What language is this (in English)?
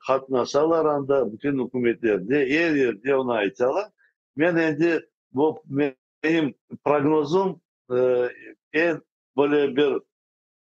Crimean Tatar